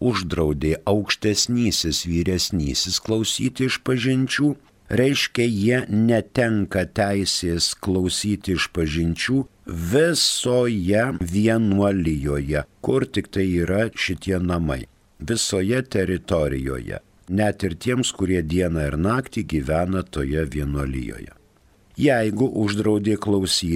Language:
Lithuanian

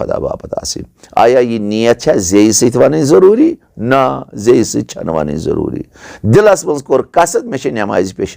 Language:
Kashmiri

